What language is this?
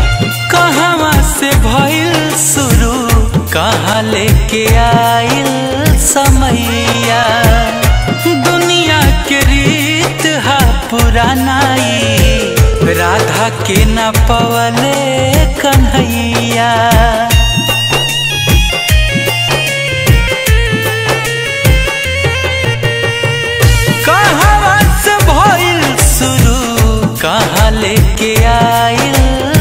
Bhojpuri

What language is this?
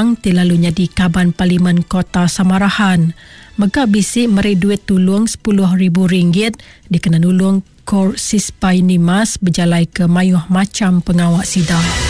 Iban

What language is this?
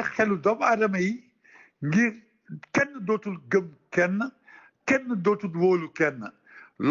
Wolof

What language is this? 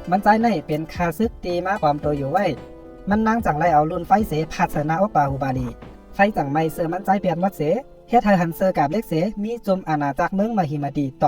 Shan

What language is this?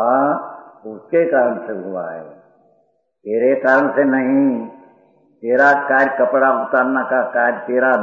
Hindi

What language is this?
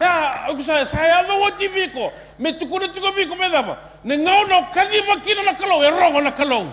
Fijian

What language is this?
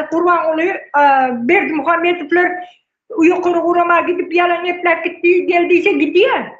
Turkmen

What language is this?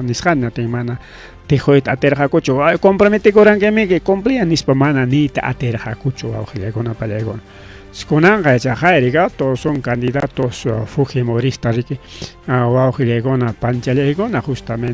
Ayacucho Quechua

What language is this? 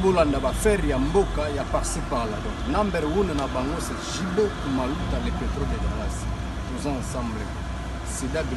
Lingala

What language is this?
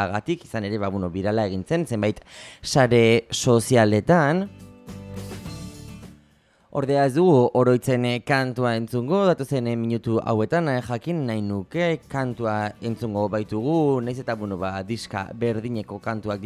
Basque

